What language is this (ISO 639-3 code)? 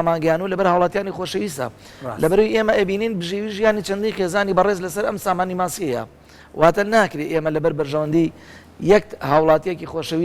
ckb